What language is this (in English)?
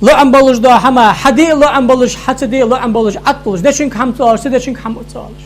Ingush